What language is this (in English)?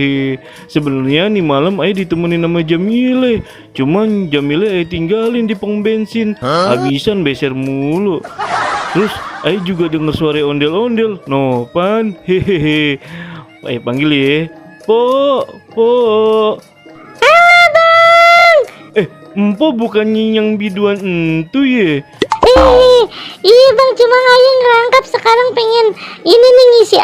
Betawi